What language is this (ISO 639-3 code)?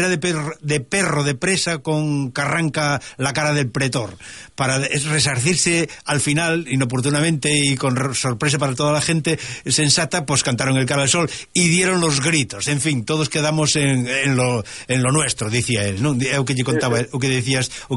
glg